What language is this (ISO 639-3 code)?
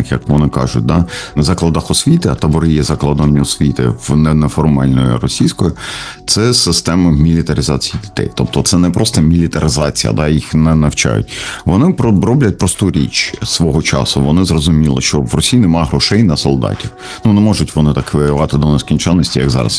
ukr